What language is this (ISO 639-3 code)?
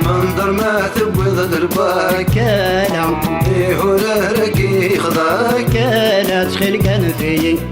kab